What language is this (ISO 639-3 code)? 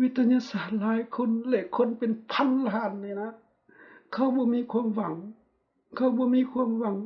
lao